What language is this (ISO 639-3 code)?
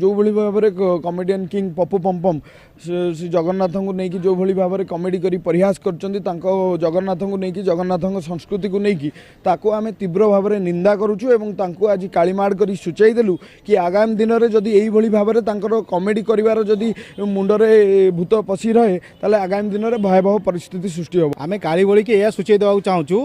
ori